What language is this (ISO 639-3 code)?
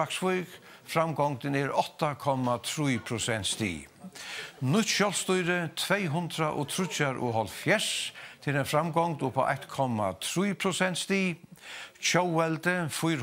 fao